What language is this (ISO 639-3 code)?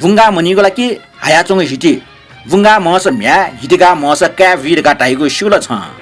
new